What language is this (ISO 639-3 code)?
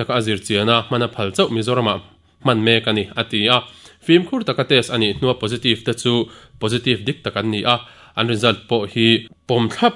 lus